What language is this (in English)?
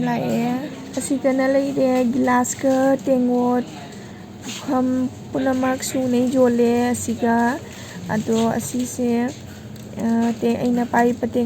Manipuri